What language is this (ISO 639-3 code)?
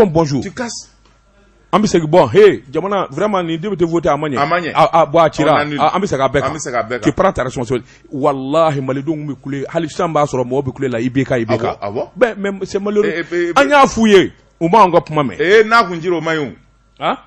bam